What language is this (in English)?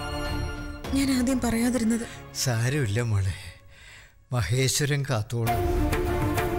Malayalam